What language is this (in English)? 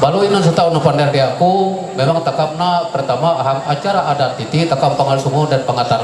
Ma'anyan